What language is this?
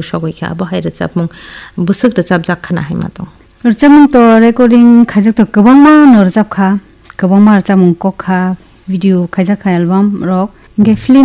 Kok Borok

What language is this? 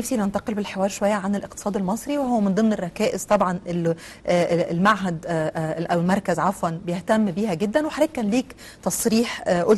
Egyptian Arabic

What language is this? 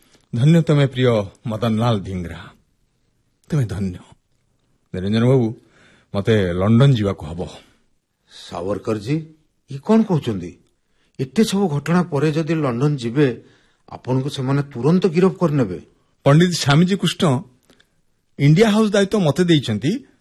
Odia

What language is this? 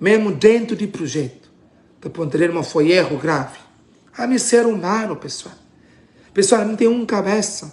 Kabuverdianu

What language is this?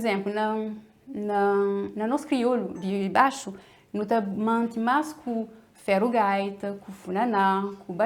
Kabuverdianu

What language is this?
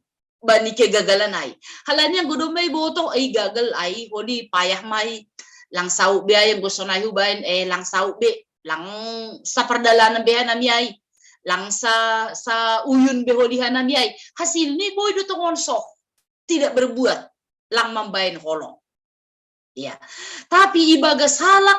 Batak Simalungun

